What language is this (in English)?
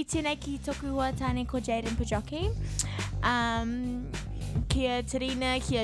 Māori